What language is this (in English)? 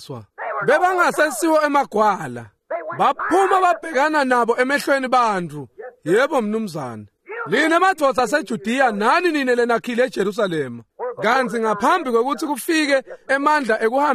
Swati